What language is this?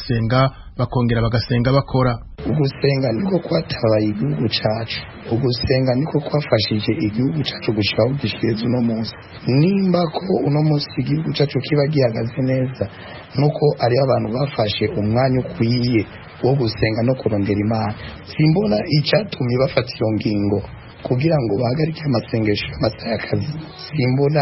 Rundi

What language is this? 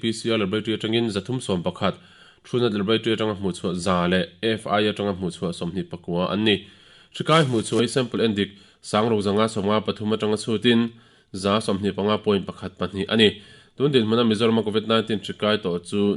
Mizo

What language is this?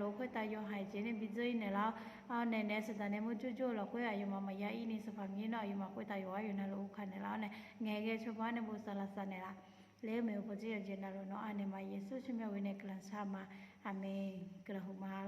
Akha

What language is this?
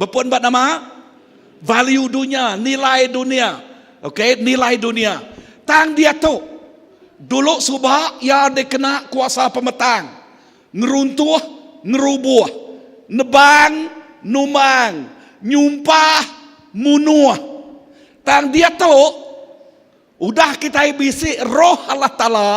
Iban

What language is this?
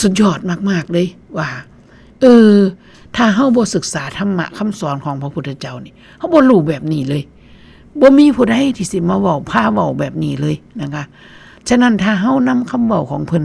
Northeastern Thai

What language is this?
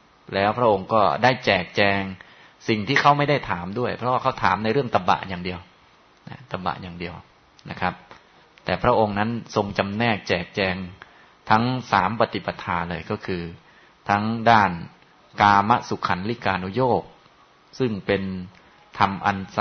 Thai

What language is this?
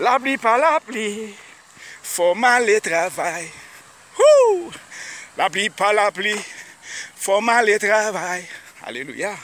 Haitian Creole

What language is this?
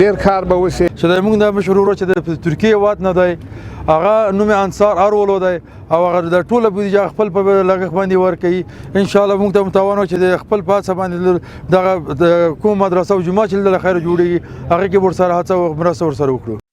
Pashto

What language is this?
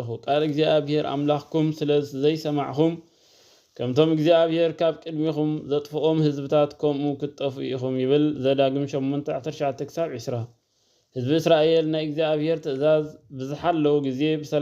Tigrinya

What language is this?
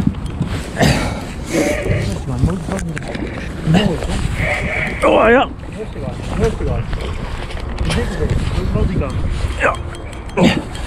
Dutch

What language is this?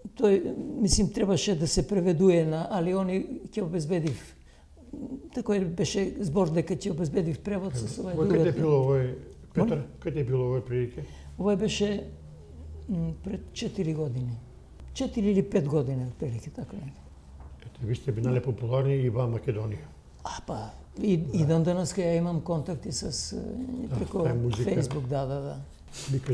Macedonian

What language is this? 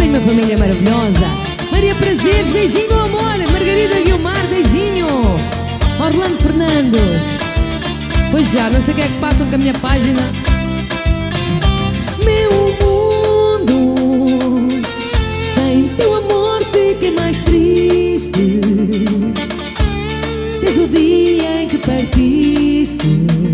Portuguese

